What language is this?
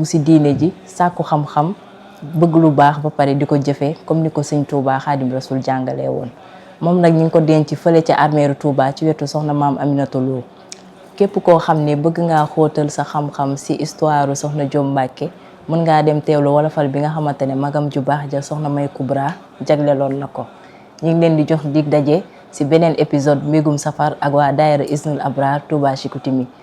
Wolof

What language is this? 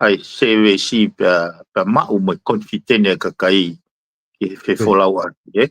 Tongan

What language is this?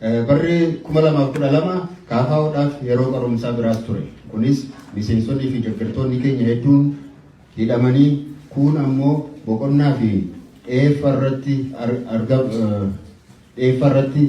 Oromo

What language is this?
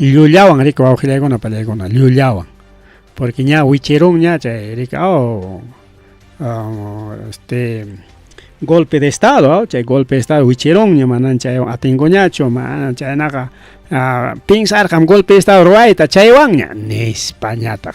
Ayacucho Quechua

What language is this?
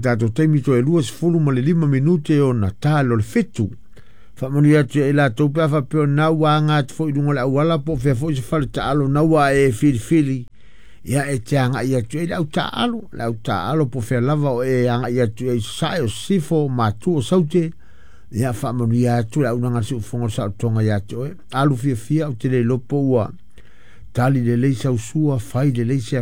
Samoan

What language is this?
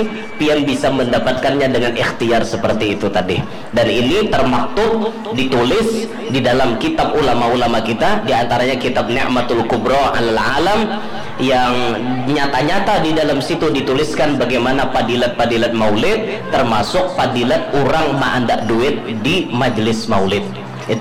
Banjar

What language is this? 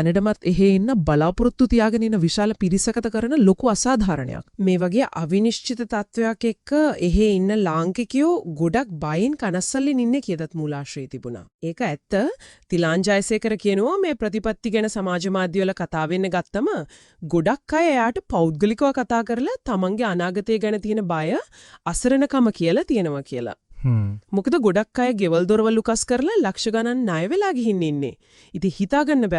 Sinhala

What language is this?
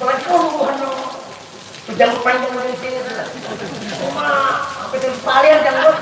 Banjar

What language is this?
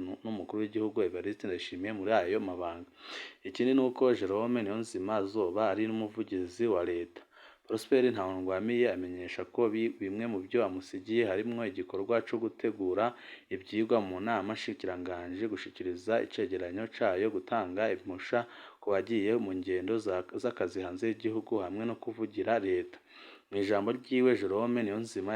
Rundi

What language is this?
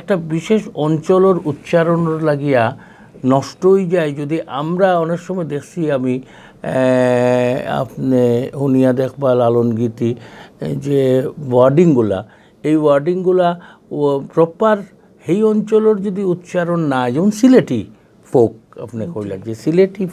Sylheti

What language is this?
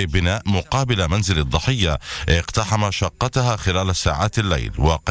Arabic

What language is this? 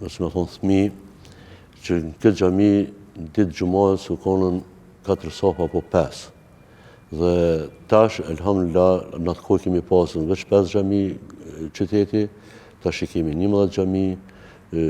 Albanian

